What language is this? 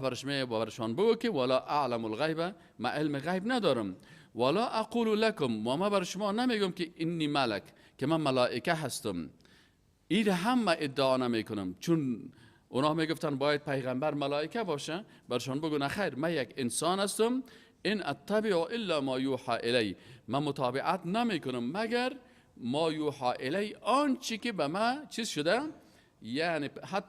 Persian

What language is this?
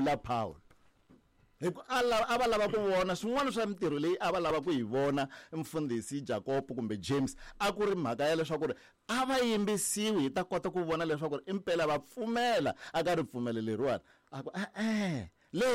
Tsonga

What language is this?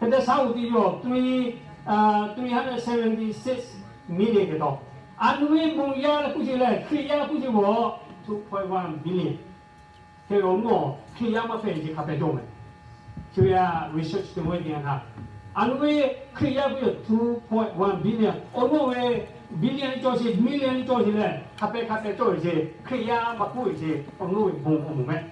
Lahu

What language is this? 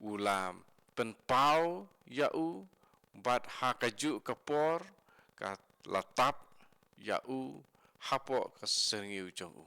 Khasi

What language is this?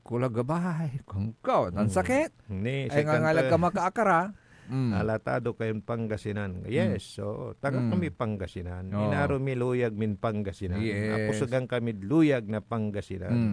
Pangasinan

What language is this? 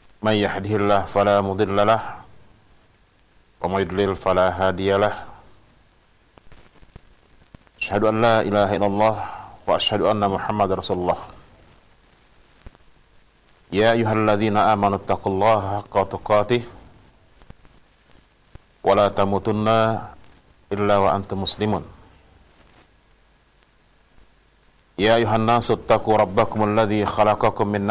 Indonesian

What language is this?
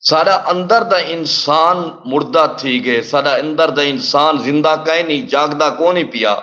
Saraiki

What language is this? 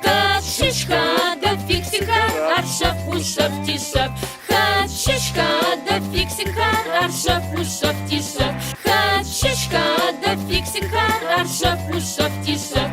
Adyghe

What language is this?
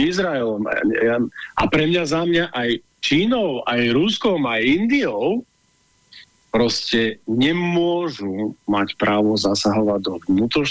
Slovak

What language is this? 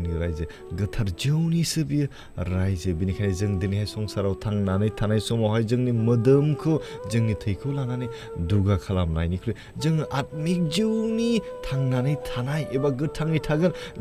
Bodo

